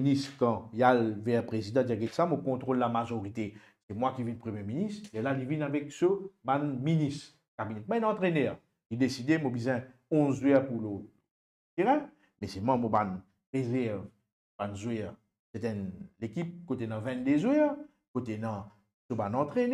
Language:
Morisyen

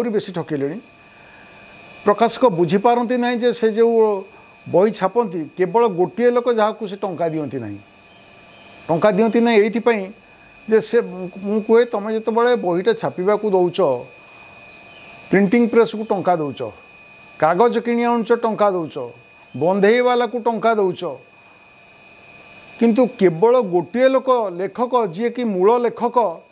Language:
Odia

